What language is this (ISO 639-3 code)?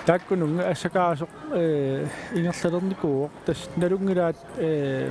kal